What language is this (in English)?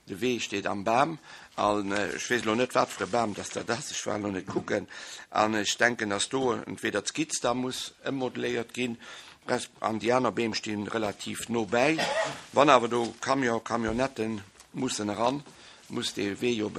Luxembourgish